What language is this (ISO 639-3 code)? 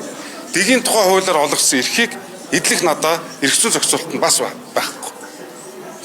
mon